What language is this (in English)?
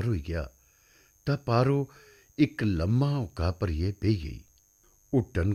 Dogri